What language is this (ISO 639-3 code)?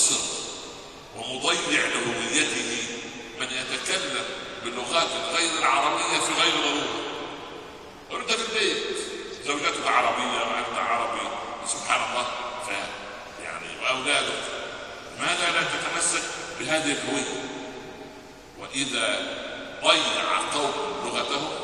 ara